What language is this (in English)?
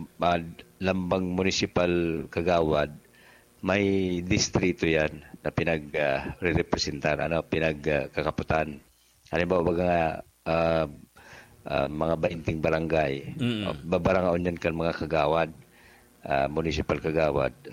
Bikol